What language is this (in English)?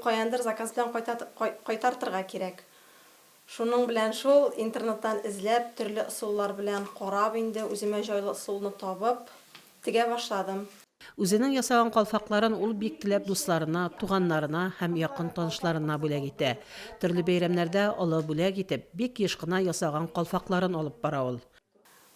Tatar